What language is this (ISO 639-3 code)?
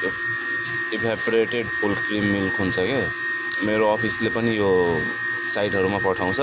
nep